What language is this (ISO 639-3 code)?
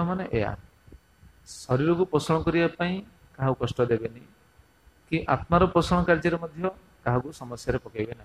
ori